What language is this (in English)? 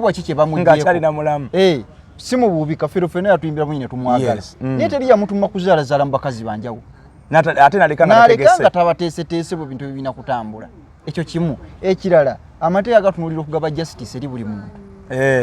Ganda